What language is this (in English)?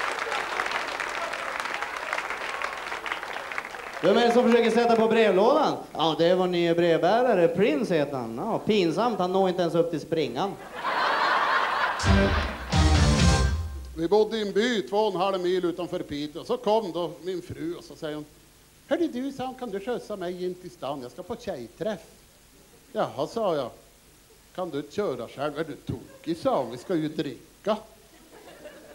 Swedish